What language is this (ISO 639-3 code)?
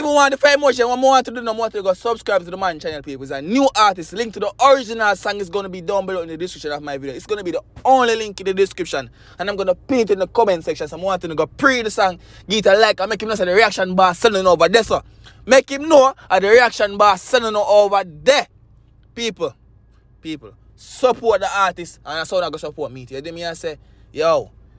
jam